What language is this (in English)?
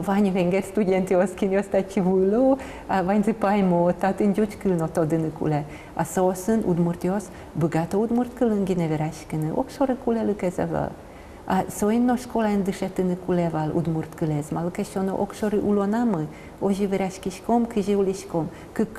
Udmurt